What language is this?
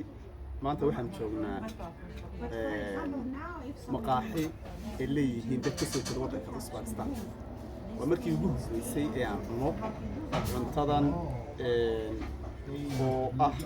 Somali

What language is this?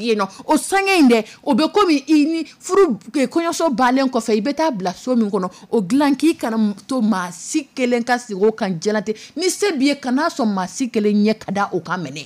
Dyula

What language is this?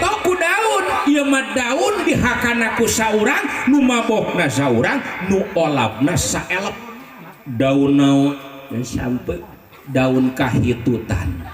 Sundanese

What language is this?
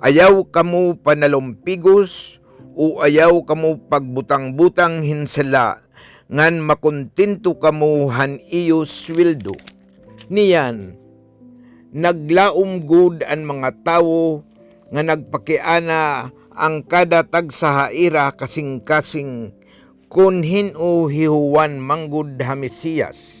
Waray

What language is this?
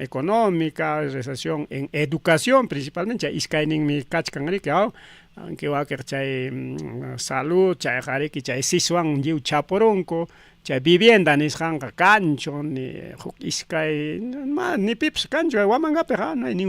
Ayacucho Quechua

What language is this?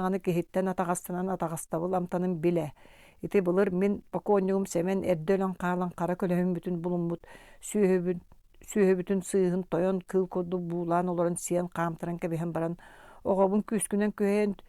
Yakut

